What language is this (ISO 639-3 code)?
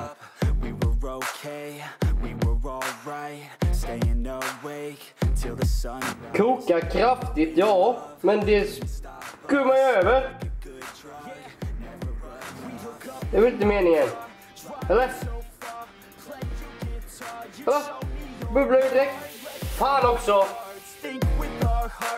swe